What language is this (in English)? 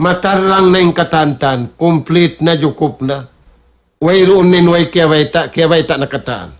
Tausug